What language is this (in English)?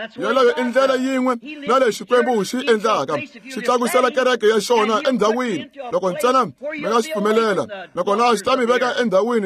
Tsonga